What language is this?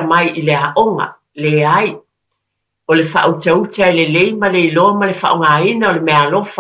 Samoan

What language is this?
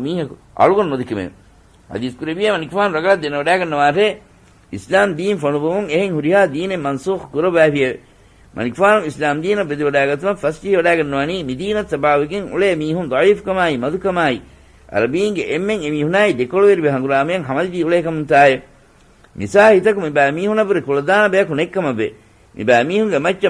Divehi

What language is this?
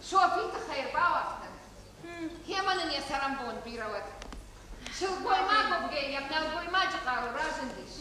Ossetic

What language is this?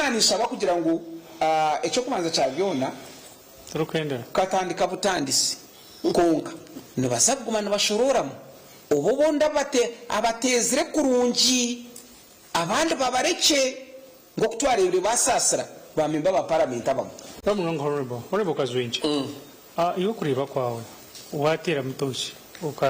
Nyankole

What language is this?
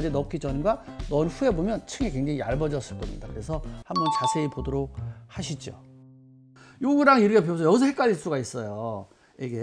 Korean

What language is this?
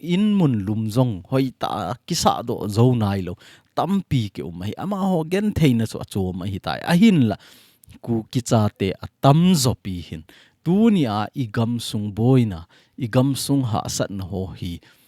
Thado Chin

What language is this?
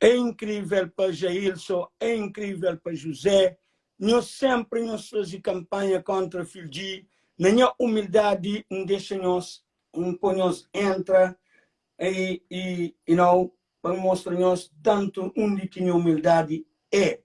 Kabuverdianu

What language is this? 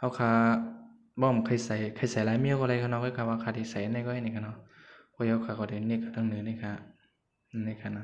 Shan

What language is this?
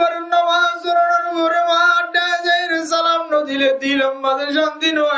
Rohingya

